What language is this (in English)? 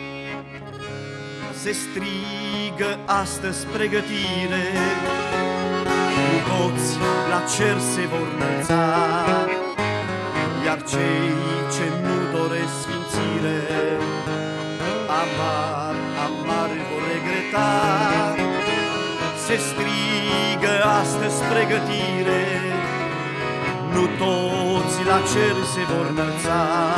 Romanian